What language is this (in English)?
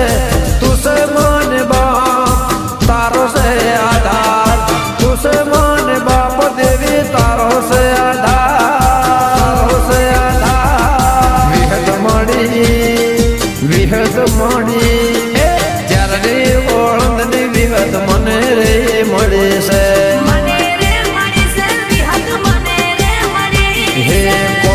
Gujarati